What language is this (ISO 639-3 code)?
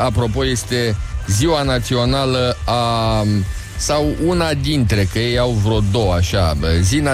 ron